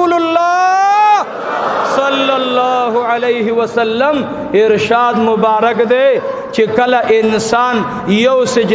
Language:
Pashto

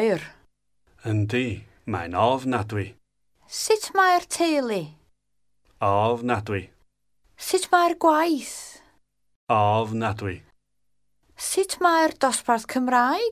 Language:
Welsh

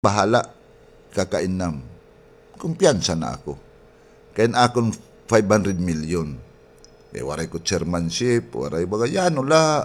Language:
Waray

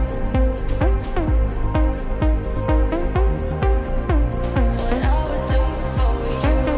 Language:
Spanish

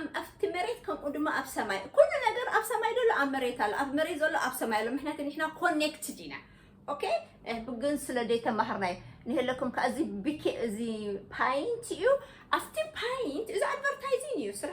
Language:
Tigrinya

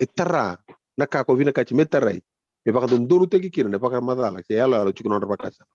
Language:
Fijian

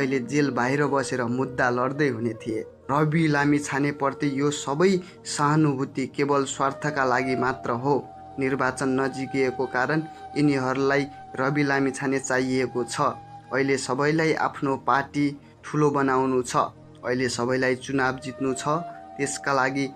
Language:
Nepali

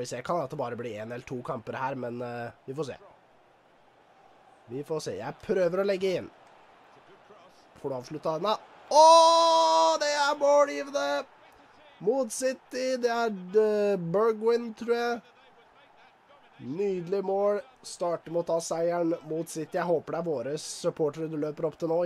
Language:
Norwegian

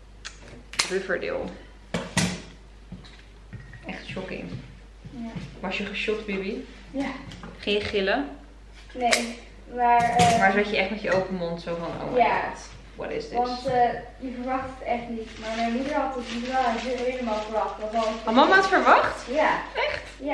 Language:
Dutch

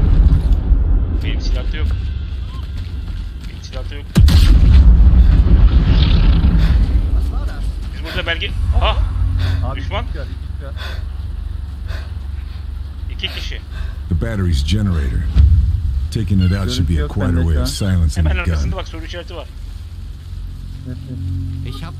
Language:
Turkish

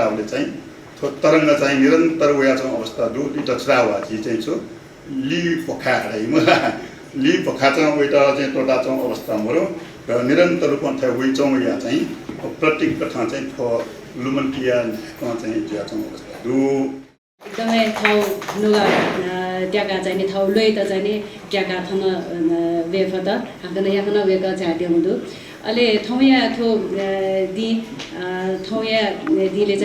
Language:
Newari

